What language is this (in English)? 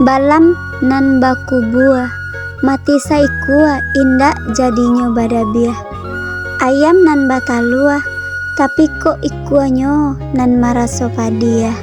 Minangkabau